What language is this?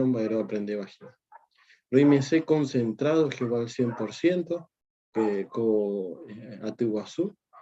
Guarani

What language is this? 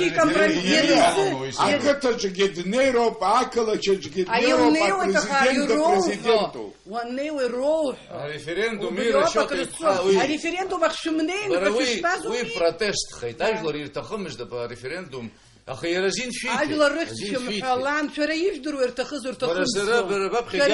Abkhazian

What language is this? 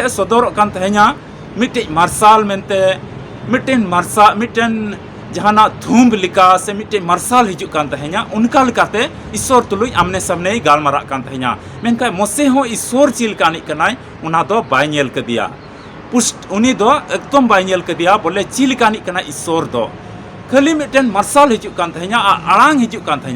Santali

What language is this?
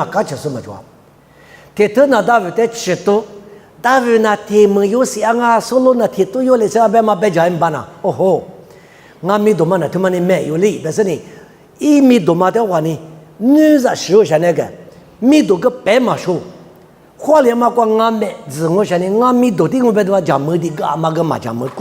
Lisu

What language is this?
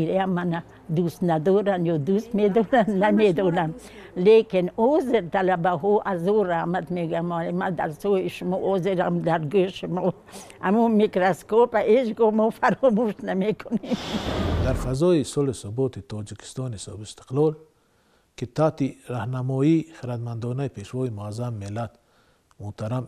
Tajik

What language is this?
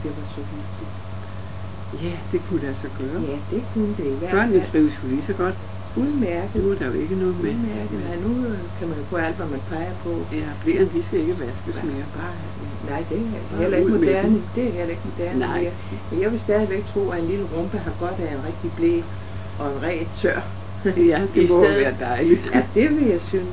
Danish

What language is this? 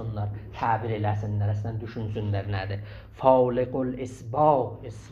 South Azerbaijani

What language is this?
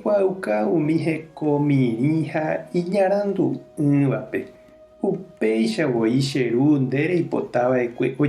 Guarani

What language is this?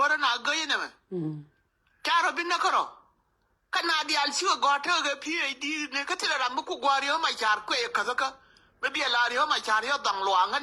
Nuer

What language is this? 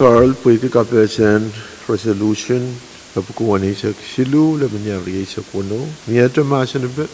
Pohnpeian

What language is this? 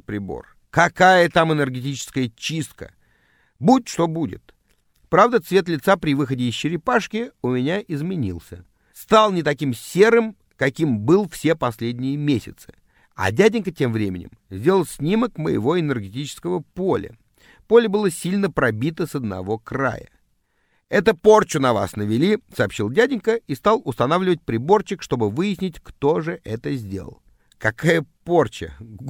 Russian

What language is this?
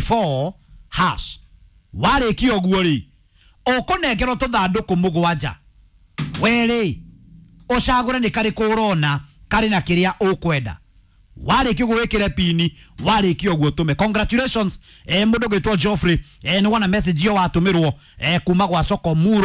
Kikuyu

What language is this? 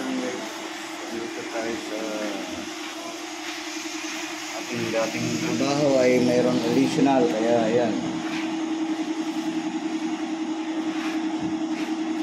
Filipino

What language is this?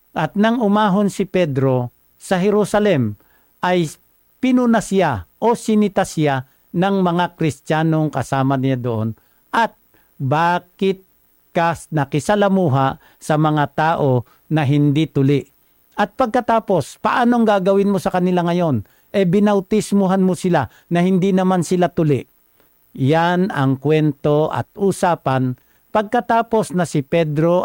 Filipino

